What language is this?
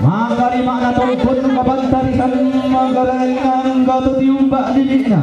Toraja-Sa'dan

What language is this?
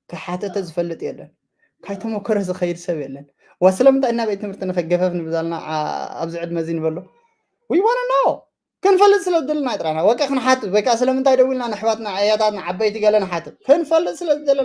Tigrinya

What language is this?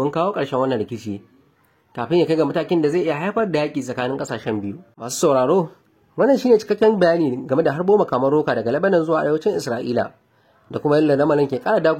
Hausa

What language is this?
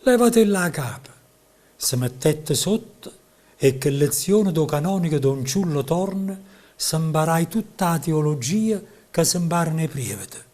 Neapolitan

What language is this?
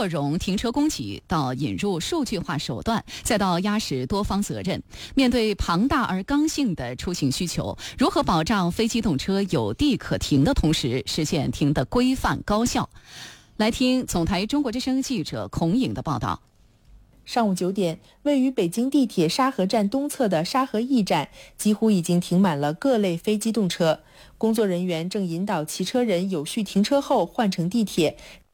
Chinese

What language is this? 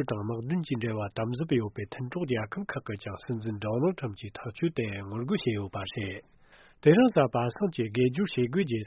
Tibetan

